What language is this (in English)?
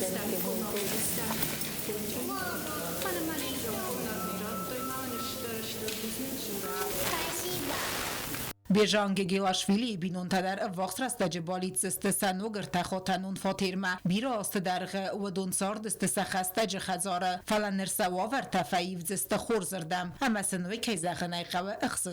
Ossetic